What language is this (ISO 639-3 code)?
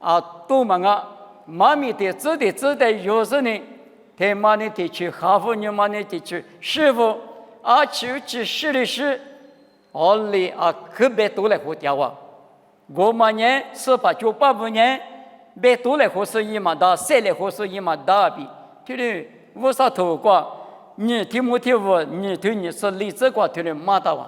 lis